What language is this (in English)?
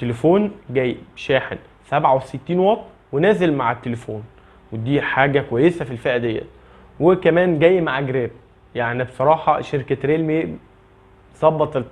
Egyptian Arabic